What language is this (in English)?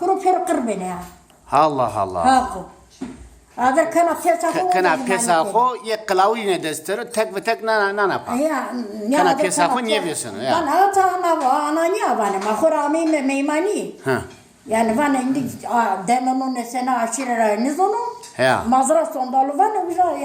Zaza